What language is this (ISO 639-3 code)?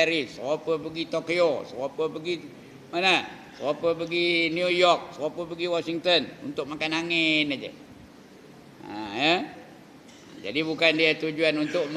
msa